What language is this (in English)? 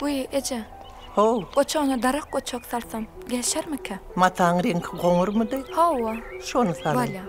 Turkmen